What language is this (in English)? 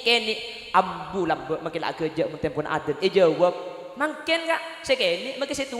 Madurese